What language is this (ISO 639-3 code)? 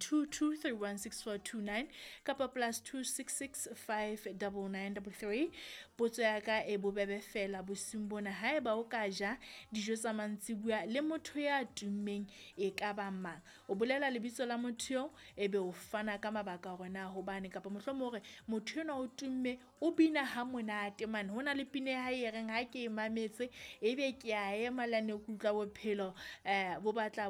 sot